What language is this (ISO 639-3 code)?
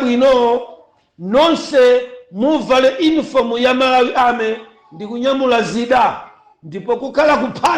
nya